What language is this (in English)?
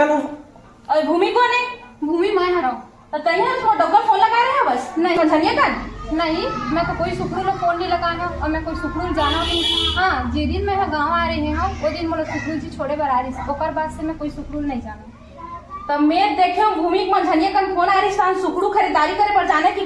Chhattisgarhi